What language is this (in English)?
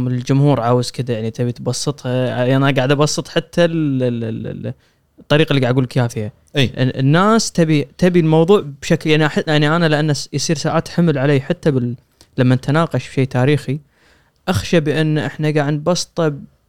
Gulf Arabic